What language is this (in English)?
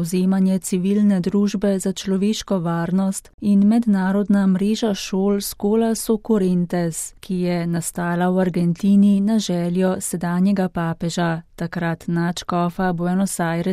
Slovenian